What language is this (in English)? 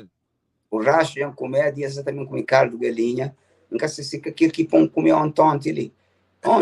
Kabuverdianu